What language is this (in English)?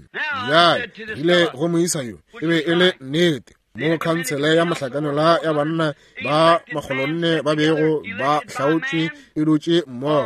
Northern Sotho